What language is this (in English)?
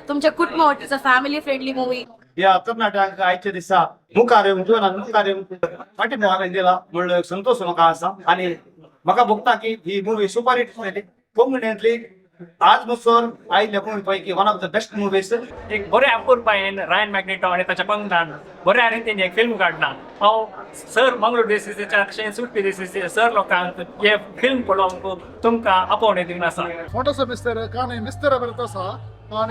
Konkani